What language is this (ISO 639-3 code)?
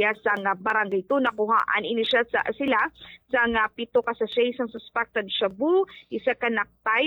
hil